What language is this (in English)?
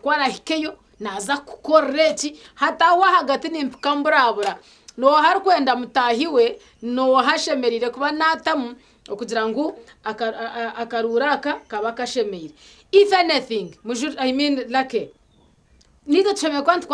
Nyankole